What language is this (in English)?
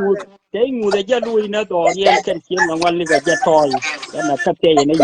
Nuer